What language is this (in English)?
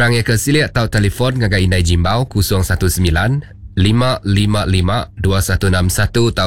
Iban